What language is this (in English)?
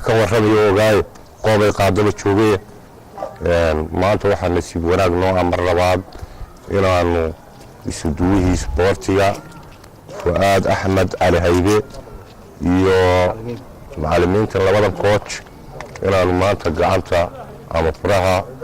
Somali